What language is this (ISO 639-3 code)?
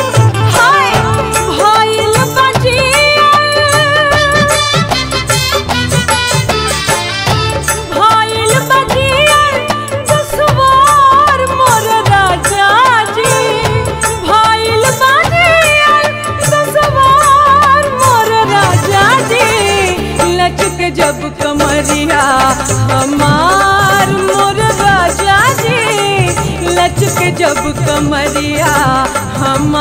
bho